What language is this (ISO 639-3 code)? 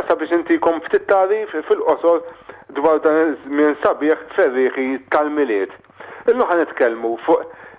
mlt